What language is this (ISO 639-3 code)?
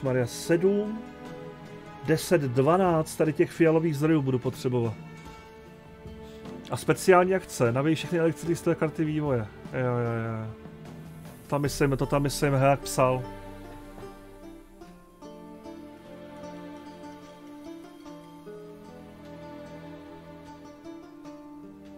ces